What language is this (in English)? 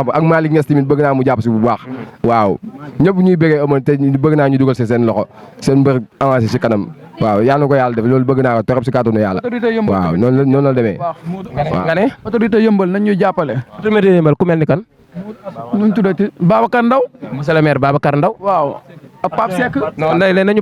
Wolof